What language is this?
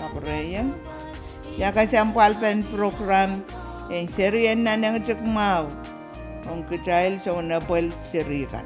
Pohnpeian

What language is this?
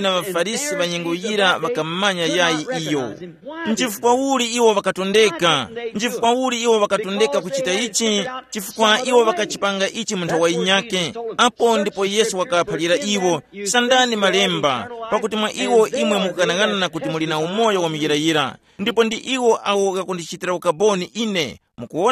Tumbuka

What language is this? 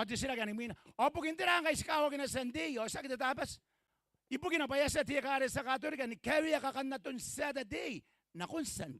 Gilbertese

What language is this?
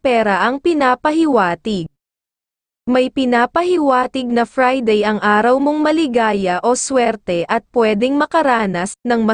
Filipino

